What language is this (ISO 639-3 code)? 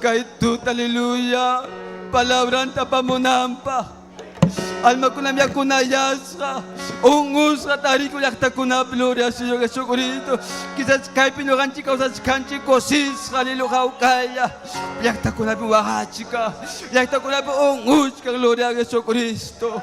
quy